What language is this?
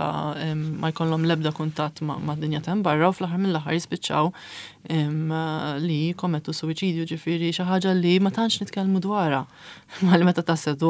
Maltese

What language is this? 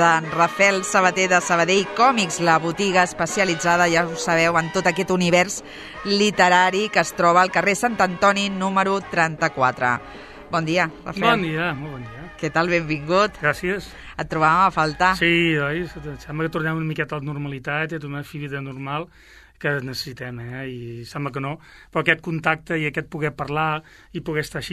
Catalan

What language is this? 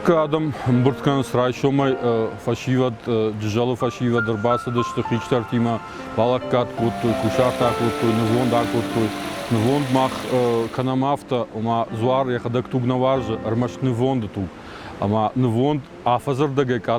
Ossetic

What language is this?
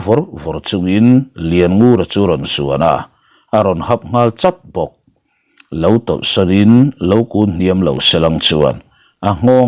Mizo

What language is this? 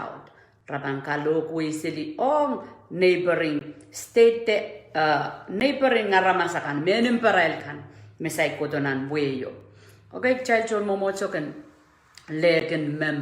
Pohnpeian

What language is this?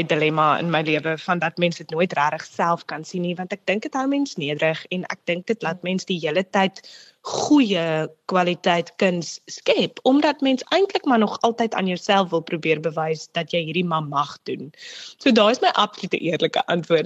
Afrikaans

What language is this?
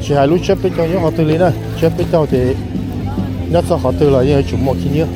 Hmong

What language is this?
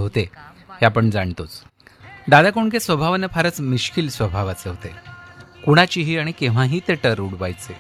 Marathi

